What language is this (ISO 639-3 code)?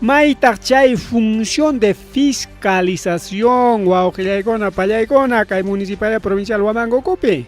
quy